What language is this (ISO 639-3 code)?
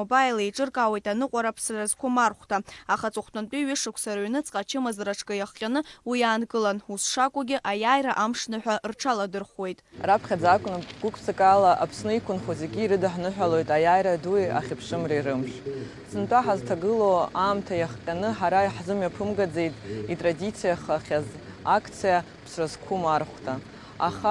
abk